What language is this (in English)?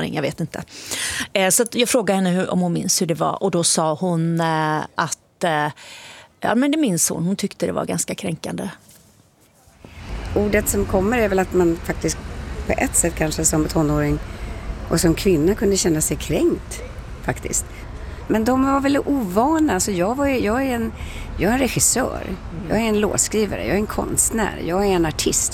Swedish